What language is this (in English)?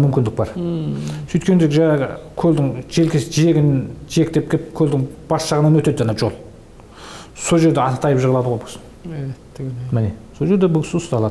Kazakh